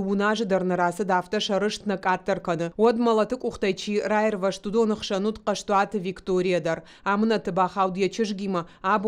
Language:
Ossetic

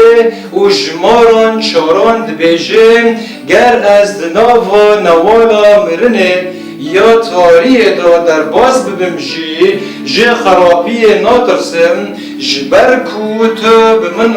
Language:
Kurdish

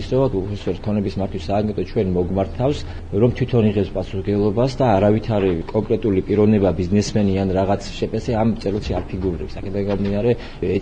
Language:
Georgian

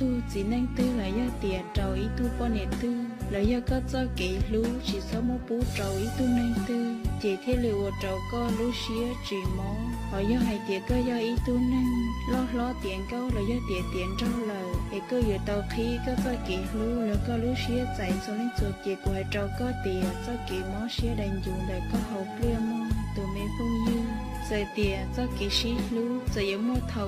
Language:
Hmong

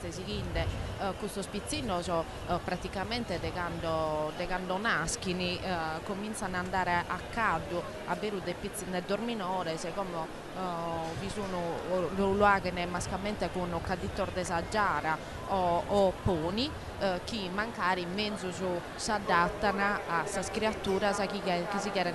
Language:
Sardinian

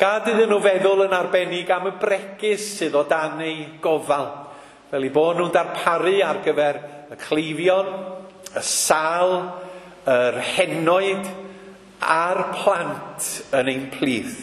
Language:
Welsh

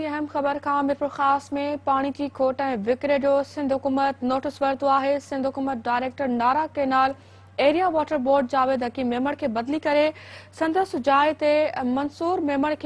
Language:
Sindhi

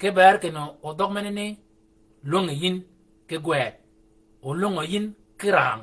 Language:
Shilluk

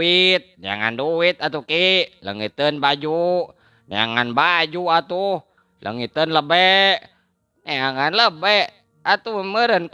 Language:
Sundanese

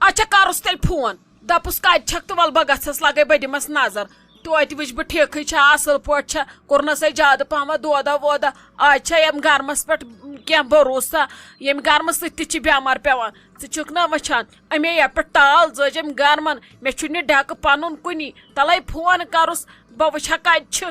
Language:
Kashmiri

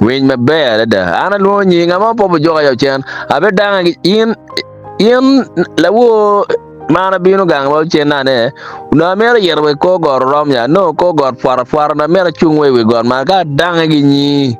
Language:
Acoli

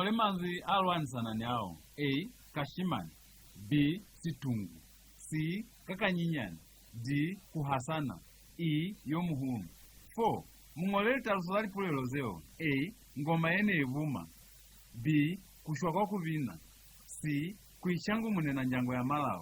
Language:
Lozi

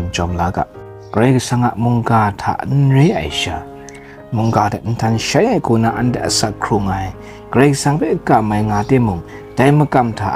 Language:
Kachin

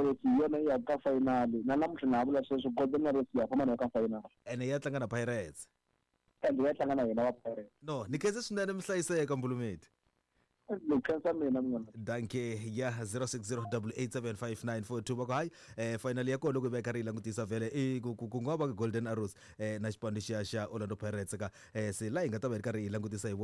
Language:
Tsonga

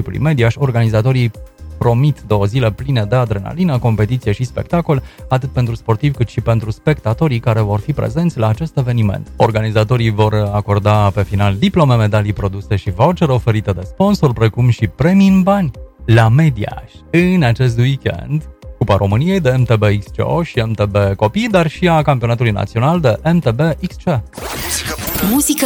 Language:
Romanian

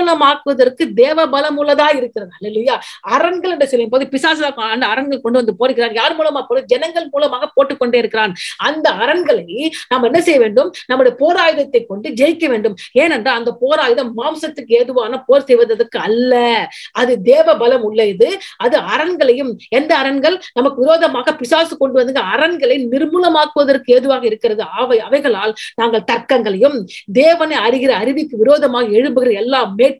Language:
Tamil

